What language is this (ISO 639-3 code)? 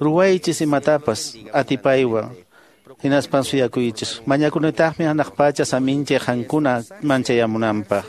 que